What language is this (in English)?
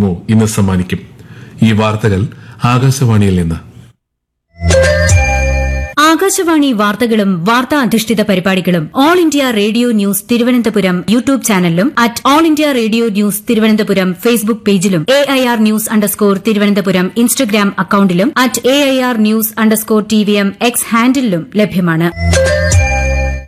Malayalam